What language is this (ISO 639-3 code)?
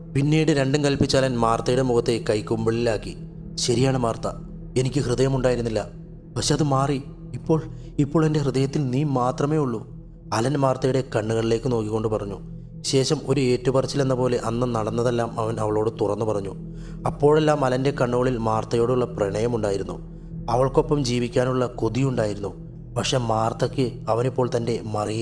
mal